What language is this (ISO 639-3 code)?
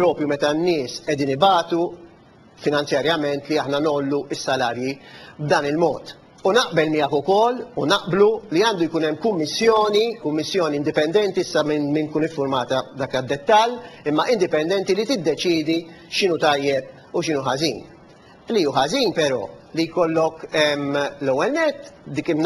mlt